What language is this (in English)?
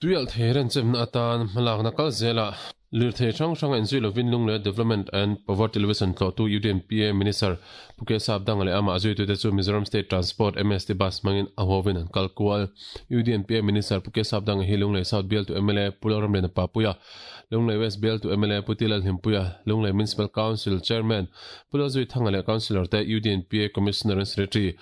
Mizo